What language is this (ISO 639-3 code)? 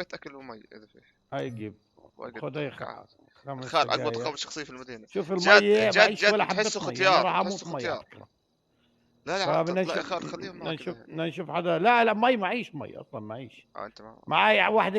apc